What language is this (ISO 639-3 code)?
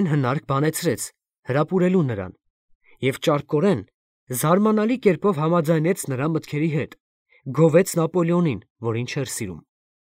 hye